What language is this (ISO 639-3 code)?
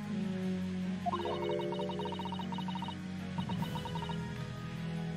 hun